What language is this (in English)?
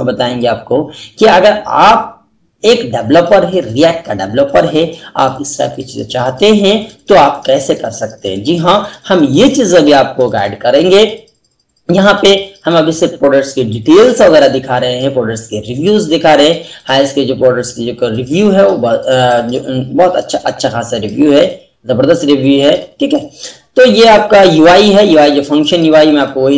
Hindi